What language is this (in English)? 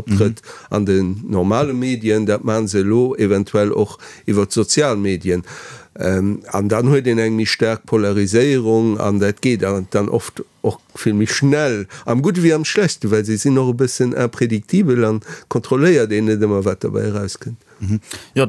Luxembourgish